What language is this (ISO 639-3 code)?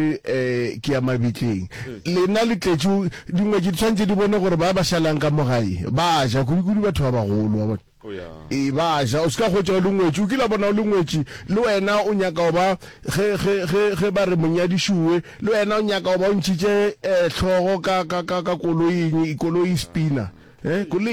nso